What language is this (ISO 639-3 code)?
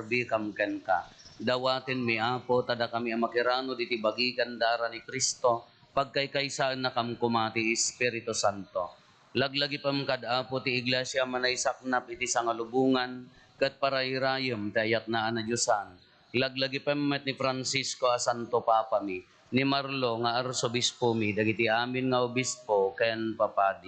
ilo